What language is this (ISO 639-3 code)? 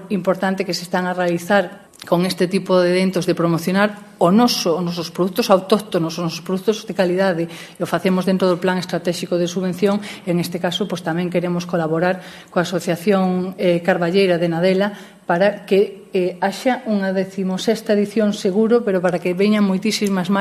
glg